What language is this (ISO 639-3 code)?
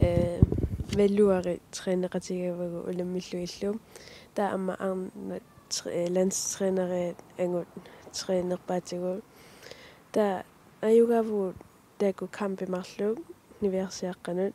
kal